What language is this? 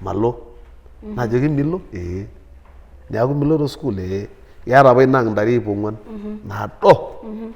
Masai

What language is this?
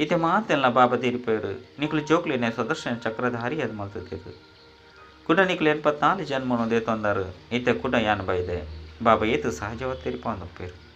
Tulu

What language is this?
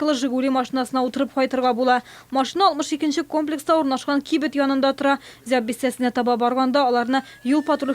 Tatar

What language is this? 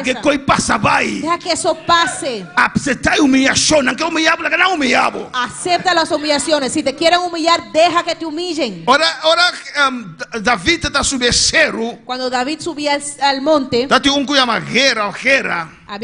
Papiamento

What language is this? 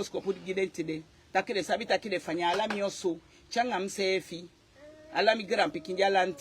Eastern Maroon Creole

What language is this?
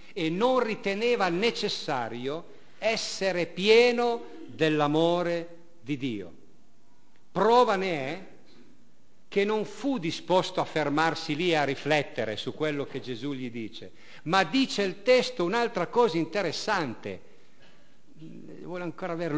Italian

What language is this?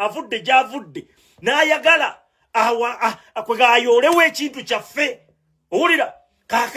Ganda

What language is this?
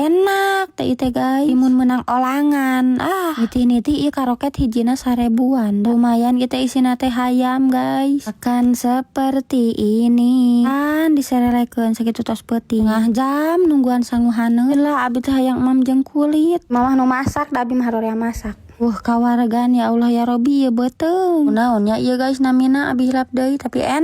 Sundanese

